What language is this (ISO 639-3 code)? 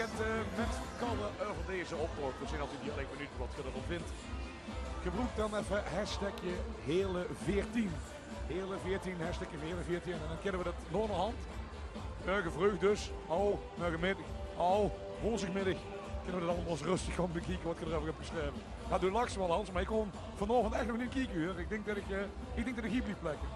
lim